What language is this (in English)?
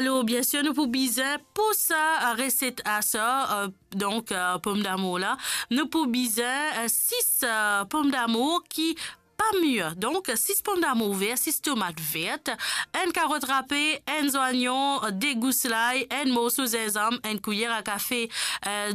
Morisyen